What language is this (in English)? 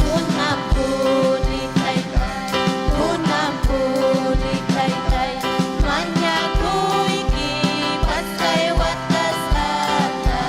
Ayacucho Quechua